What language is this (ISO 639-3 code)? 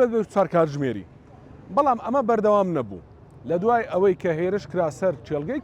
ckb